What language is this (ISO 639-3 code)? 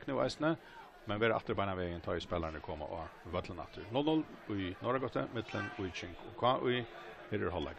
fao